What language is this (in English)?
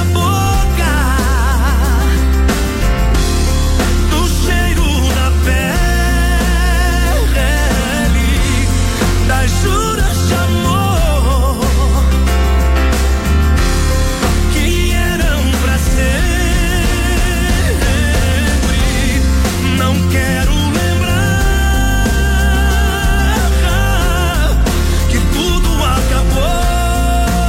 Portuguese